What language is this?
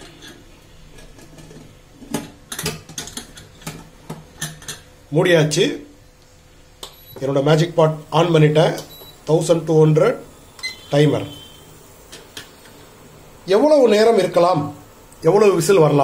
Tamil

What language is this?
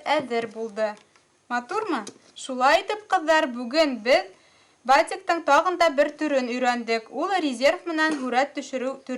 Bashkir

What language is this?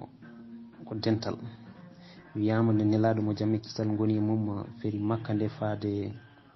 Fula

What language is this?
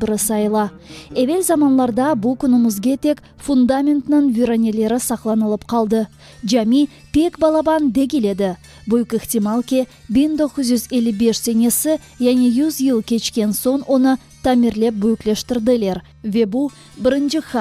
Crimean Tatar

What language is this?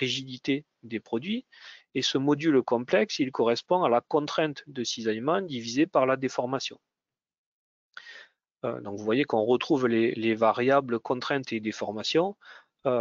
French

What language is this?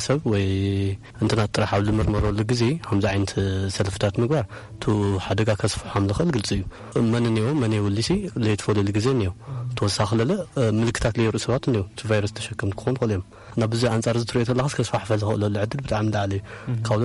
Tigrinya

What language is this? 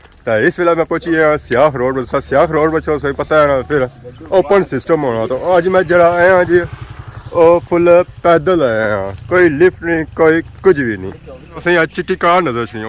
Pahari-Potwari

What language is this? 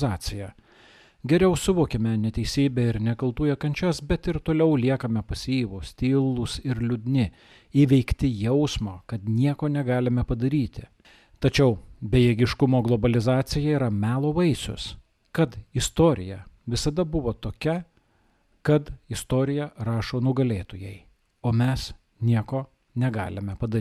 Lithuanian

